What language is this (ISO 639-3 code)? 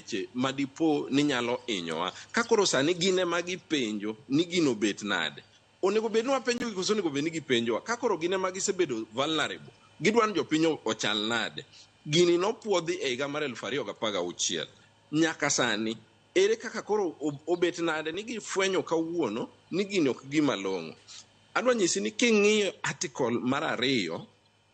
luo